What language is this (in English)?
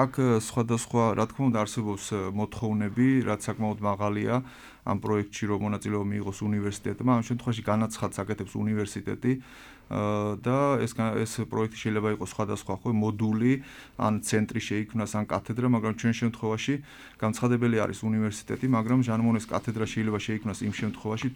Georgian